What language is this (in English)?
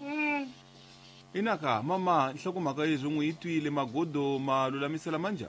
Tsonga